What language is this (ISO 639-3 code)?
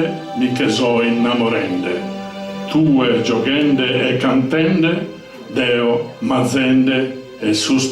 srd